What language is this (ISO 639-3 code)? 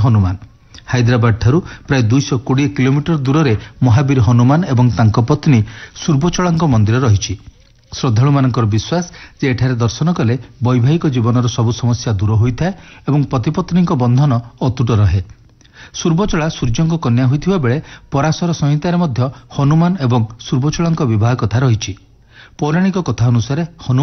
ori